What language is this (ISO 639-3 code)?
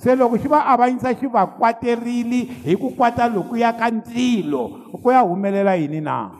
tso